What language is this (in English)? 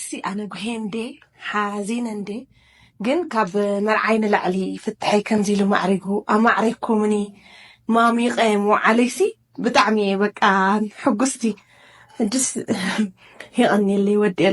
Tigrinya